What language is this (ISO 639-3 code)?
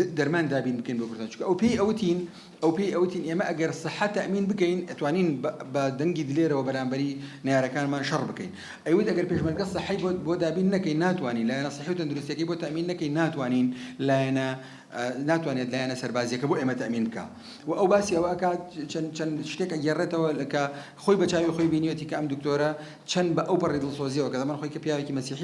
ckb